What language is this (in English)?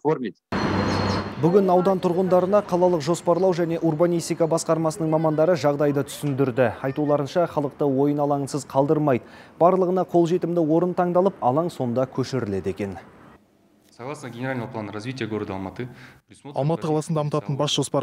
Kazakh